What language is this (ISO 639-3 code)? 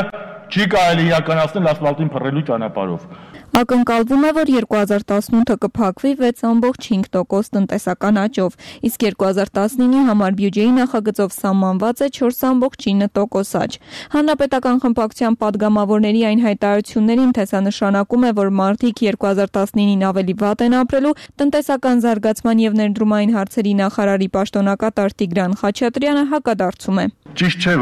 hye